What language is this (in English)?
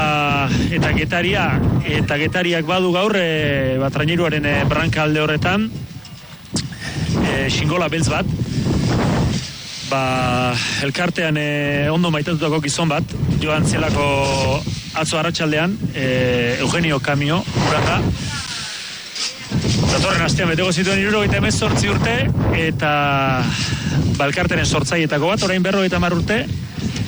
Basque